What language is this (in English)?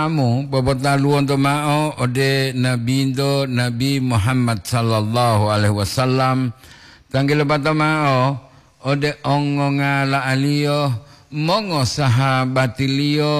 Gorontalo